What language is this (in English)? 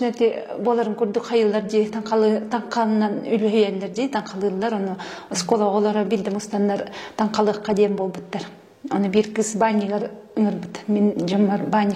Yakut